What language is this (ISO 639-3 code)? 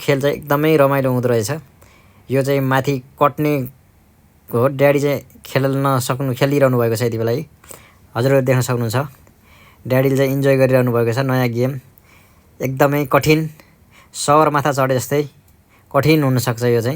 nep